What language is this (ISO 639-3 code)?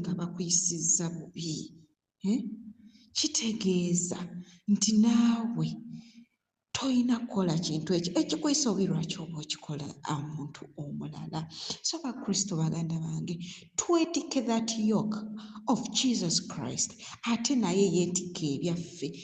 lug